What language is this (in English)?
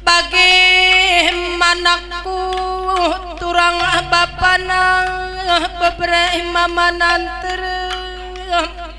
Batak Karo